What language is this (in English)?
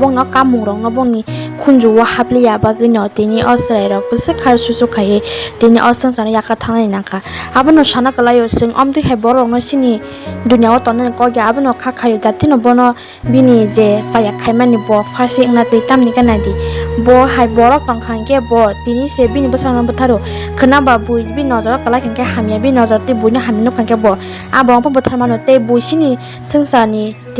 Kok Borok